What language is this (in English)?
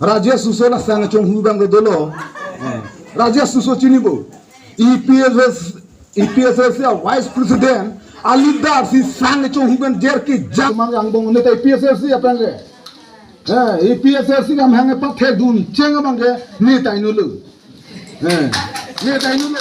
Karbi